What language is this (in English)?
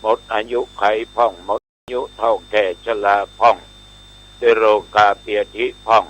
Pali